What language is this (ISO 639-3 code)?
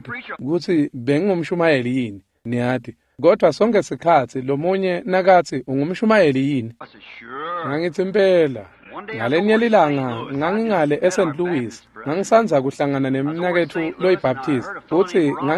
ssw